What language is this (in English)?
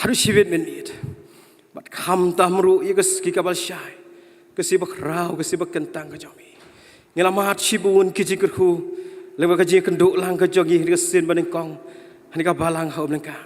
Khasi